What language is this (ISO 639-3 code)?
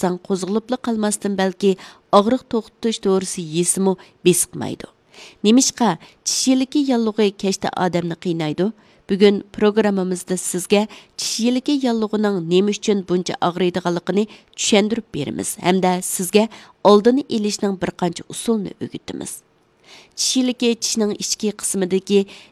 uig